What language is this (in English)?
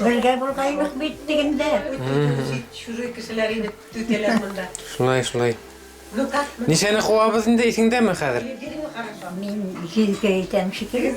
Bashkir